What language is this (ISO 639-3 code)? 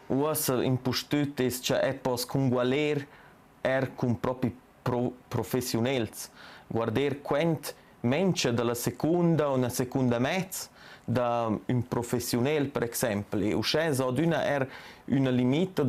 roh